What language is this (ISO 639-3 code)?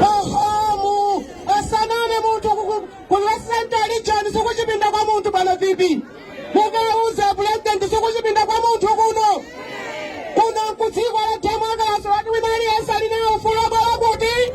nya